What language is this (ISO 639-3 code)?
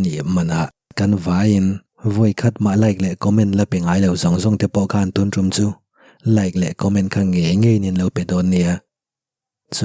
lus